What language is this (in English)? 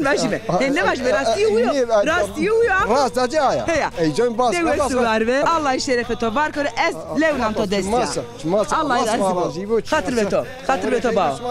Zaza